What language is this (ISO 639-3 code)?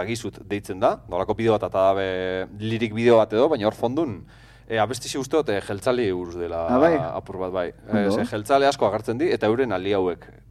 eus